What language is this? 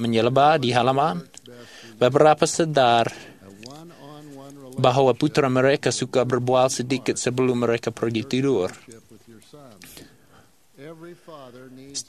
Malay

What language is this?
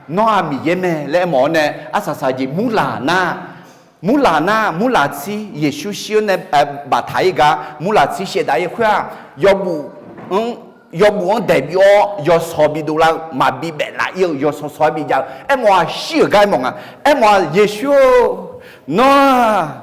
Akha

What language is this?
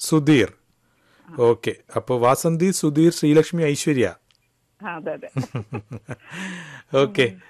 Malayalam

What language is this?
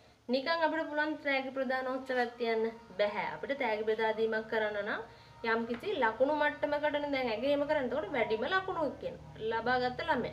Sinhala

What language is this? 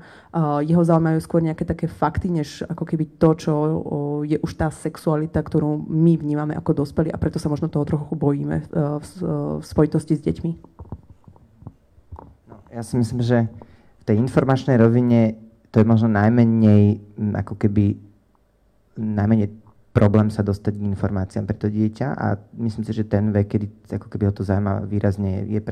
Slovak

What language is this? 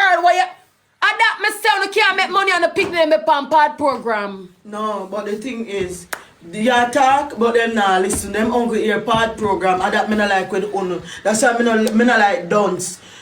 Jamaican Creole English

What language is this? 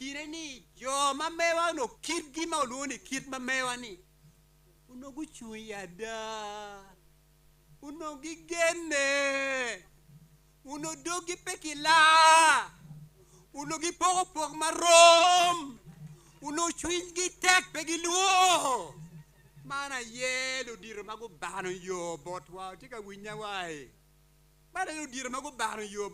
Acoli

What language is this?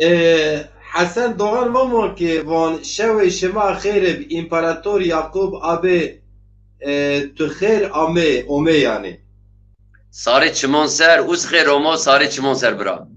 Zaza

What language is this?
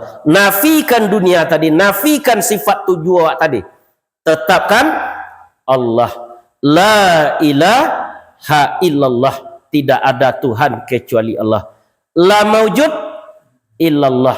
Minangkabau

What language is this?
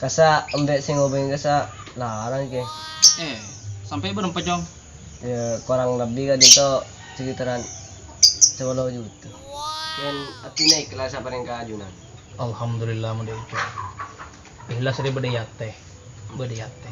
Madurese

